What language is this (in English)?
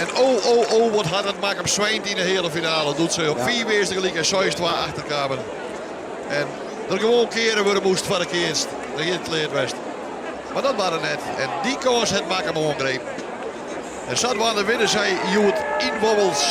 Western Frisian